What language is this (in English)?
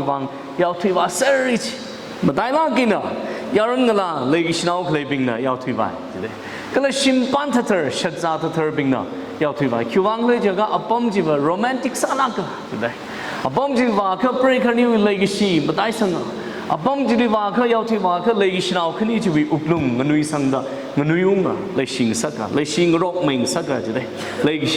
Tangkhul Naga (India)